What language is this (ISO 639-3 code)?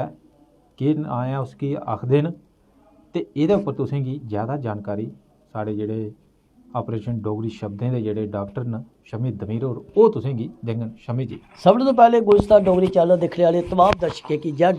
doi